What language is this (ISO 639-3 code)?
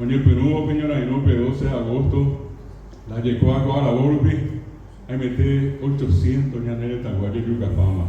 grn